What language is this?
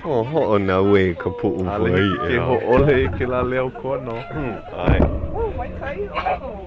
Hawaiian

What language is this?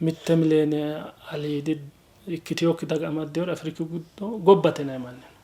Sidamo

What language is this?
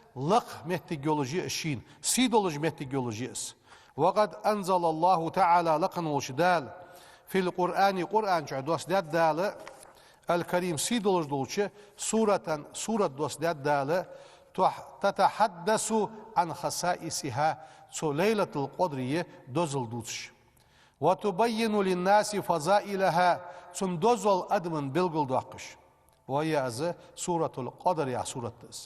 Ingush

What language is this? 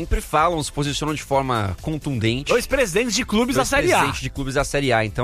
Portuguese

